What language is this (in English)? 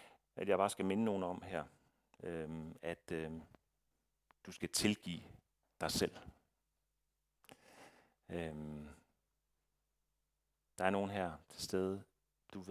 Danish